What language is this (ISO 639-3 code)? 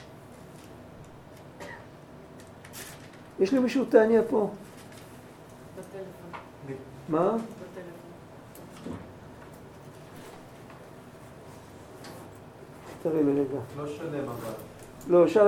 heb